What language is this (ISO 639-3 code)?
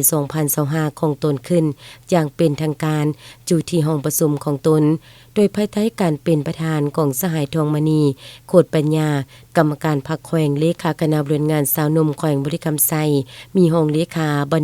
lao